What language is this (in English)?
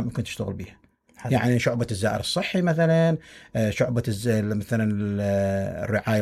Mesopotamian Arabic